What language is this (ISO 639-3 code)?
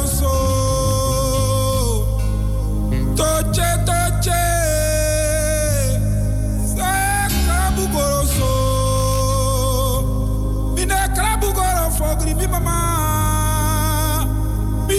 swa